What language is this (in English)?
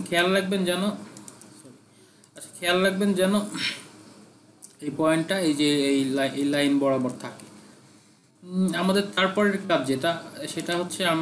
Bangla